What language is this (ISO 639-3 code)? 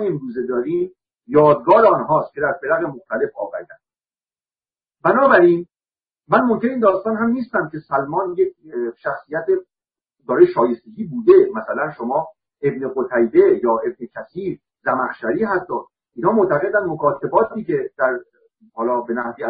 fas